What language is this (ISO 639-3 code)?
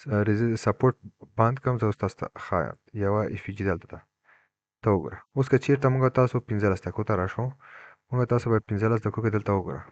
pus